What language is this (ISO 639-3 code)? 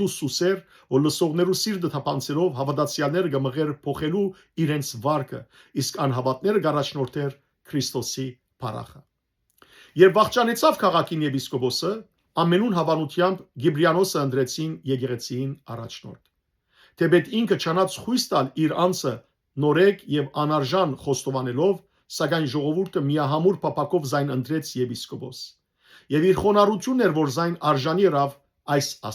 hyw